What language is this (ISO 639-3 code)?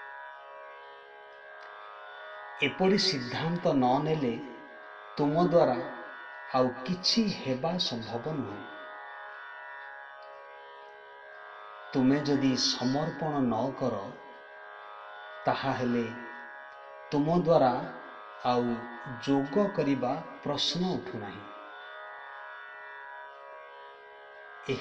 ori